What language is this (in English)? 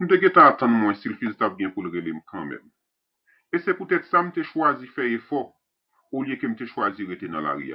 Haitian Creole